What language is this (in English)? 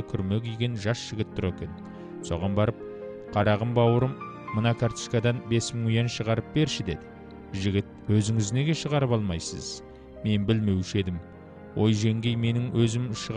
Kazakh